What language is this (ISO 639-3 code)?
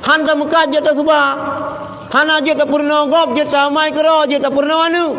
ace